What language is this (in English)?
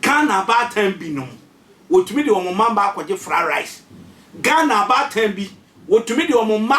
Akan